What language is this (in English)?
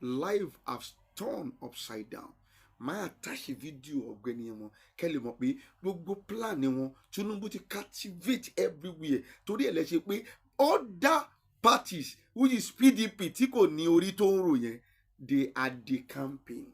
Yoruba